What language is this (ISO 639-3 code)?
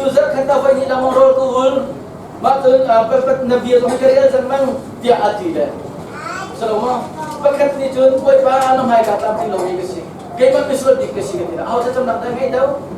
cnh